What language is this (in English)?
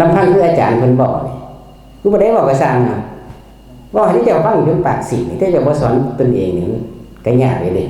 Northeastern Thai